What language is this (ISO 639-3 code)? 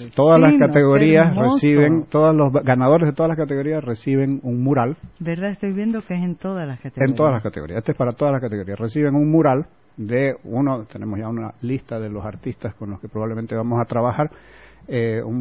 spa